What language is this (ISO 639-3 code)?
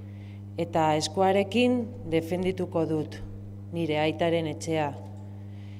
eus